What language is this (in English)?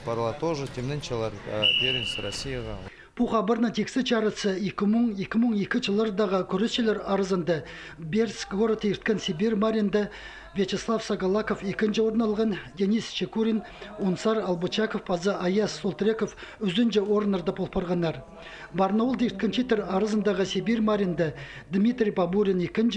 Khakas